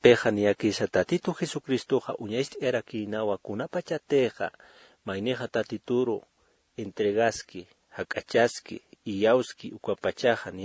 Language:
Aymara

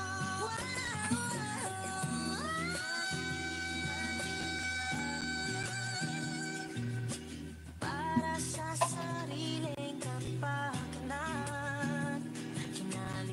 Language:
Filipino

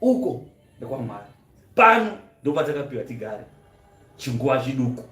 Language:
Shona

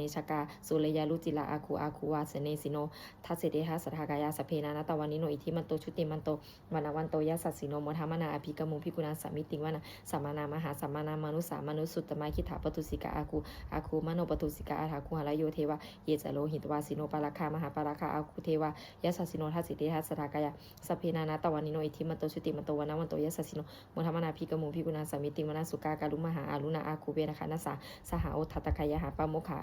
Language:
Pali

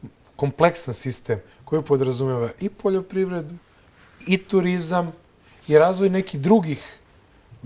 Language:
Serbian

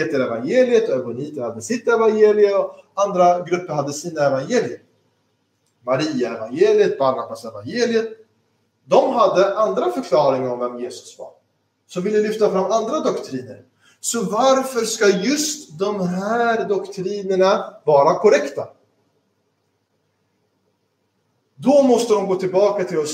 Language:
Swedish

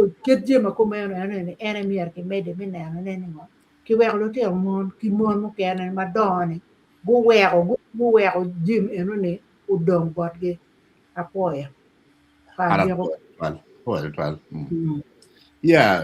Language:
Acoli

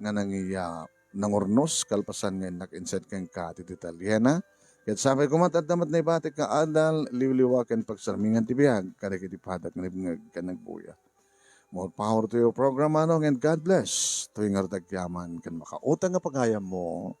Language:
Iloko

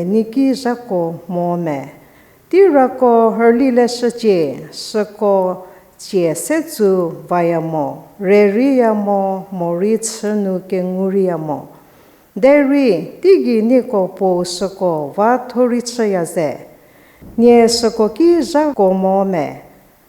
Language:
Angami Naga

